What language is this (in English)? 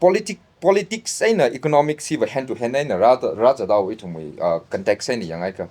Tangkhul Naga (India)